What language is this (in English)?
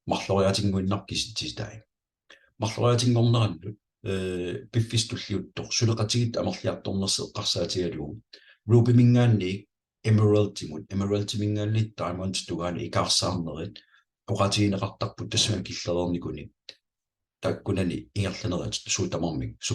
Kalaallisut